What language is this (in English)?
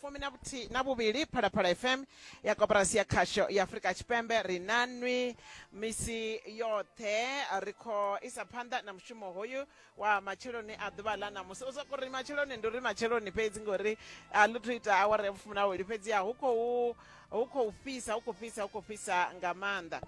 Venda